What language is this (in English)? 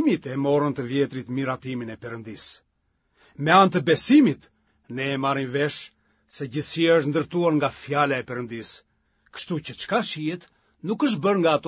Albanian